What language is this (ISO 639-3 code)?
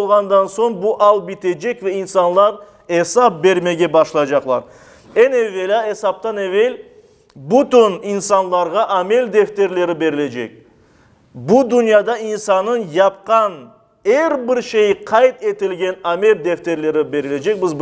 crh